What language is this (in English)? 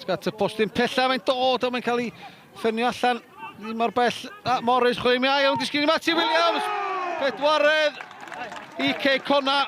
Welsh